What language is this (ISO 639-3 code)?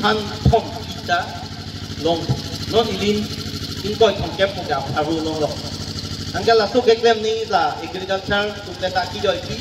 mjw